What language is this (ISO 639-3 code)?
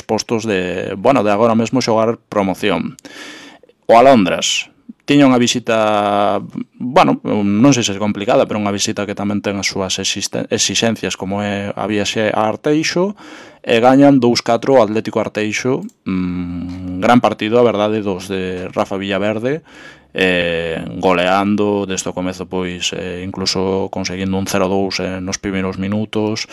glg